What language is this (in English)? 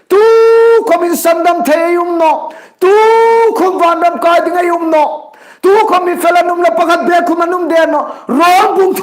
Hmar